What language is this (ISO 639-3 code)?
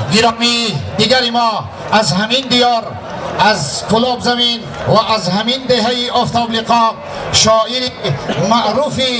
tgk